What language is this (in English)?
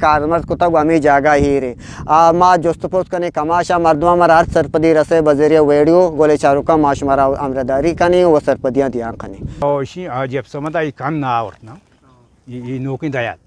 Eastern Balochi